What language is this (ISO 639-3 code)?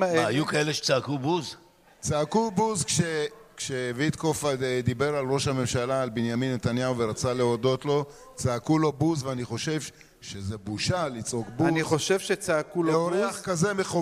heb